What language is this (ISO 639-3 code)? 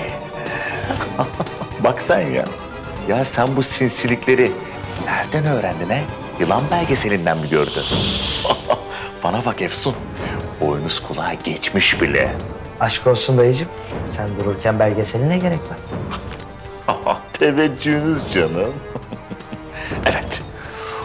tur